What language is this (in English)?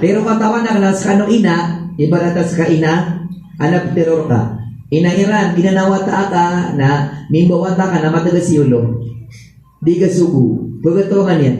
Maranao